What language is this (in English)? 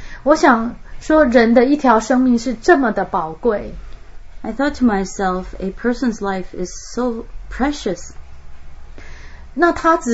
Chinese